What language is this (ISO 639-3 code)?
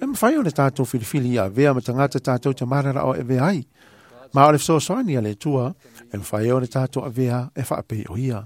smo